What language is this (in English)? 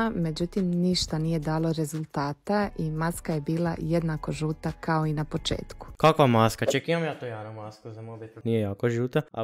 Croatian